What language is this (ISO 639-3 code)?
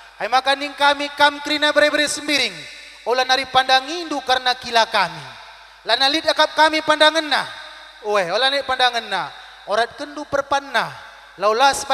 btx